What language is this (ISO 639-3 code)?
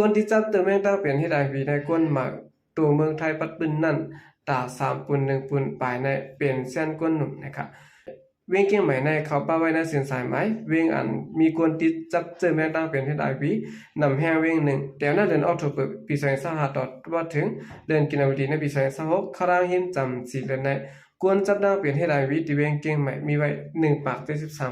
shn